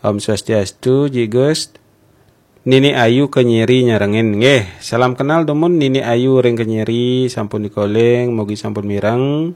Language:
Balinese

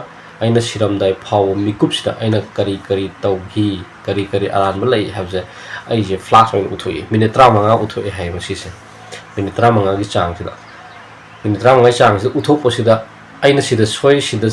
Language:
Manipuri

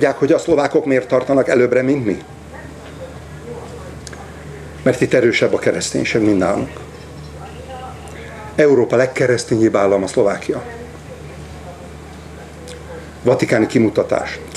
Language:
Hungarian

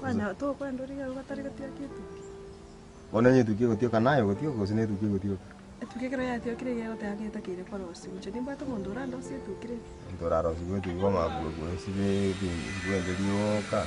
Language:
Gusii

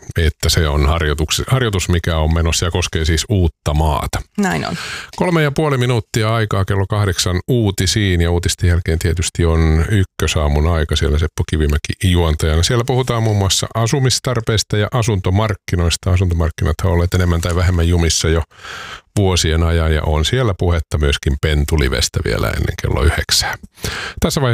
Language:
Finnish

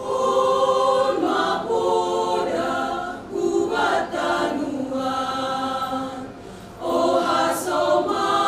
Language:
Batak Simalungun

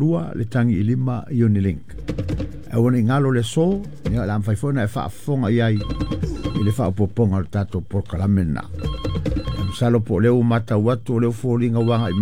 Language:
Samoan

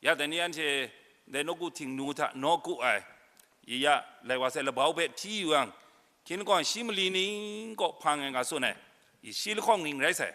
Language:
Kachin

